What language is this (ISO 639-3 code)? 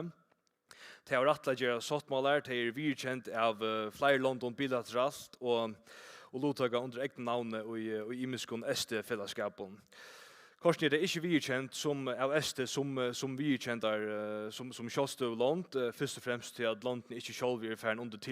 fao